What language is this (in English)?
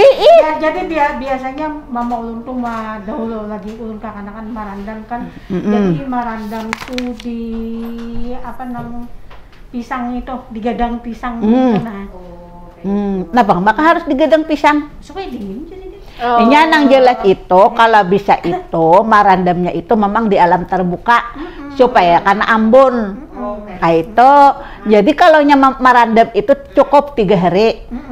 Banjar